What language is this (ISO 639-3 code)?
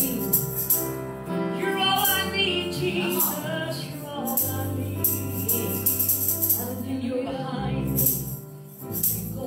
eng